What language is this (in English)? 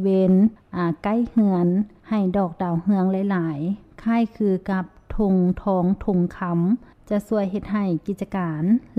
Lao